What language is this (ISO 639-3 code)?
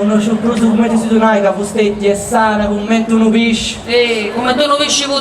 srd